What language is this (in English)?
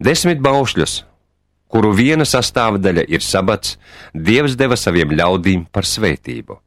Latvian